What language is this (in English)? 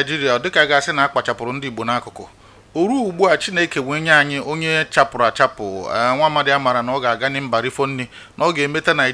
Igbo